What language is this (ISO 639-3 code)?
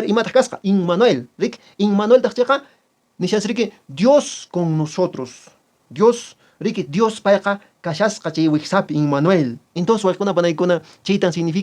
que